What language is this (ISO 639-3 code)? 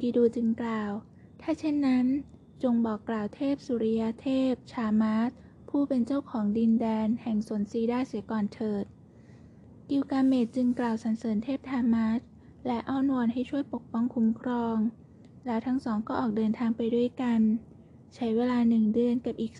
tha